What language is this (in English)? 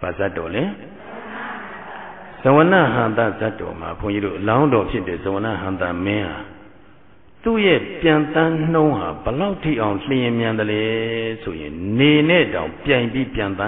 Burmese